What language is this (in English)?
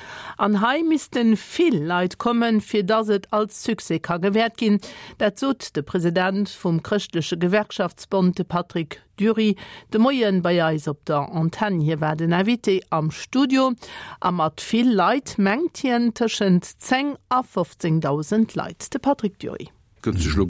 Luxembourgish